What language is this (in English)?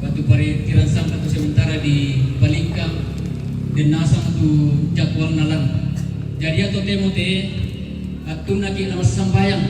Toraja-Sa'dan